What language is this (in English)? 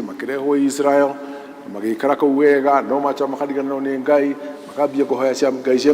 Kikuyu